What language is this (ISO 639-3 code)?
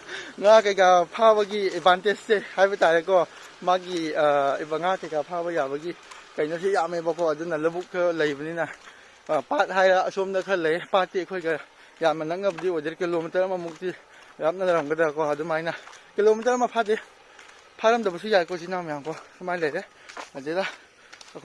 mni